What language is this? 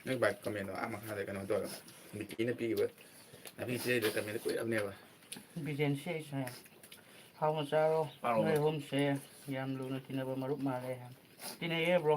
Manipuri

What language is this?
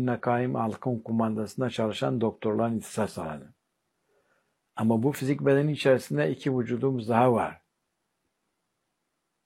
Turkish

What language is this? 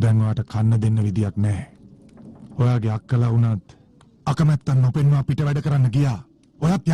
Sinhala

